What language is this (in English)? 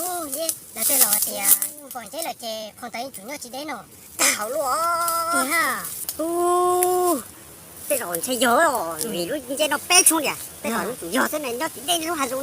Hmong